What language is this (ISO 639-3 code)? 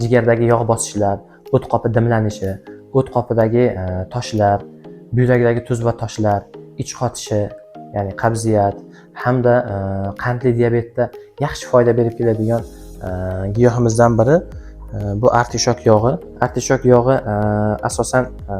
uzb